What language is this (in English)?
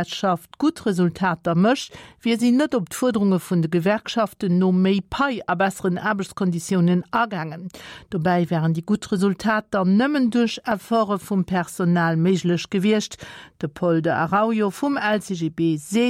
Luxembourgish